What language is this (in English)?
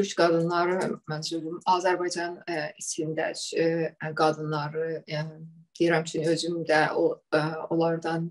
South Azerbaijani